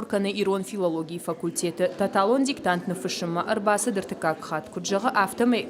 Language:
Ossetic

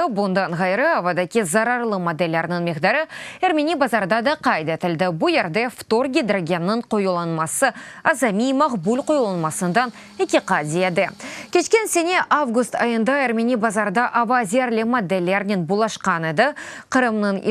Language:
Crimean Tatar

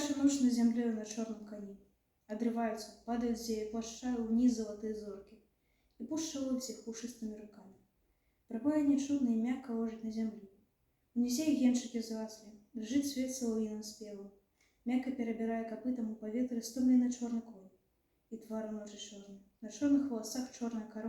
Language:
Belarusian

